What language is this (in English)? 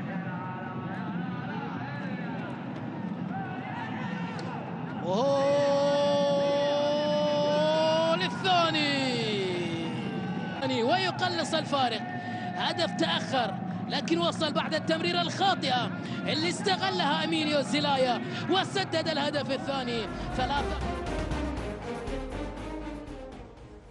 Arabic